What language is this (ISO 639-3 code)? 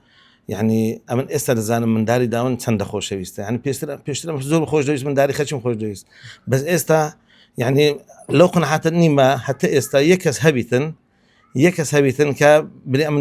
ckb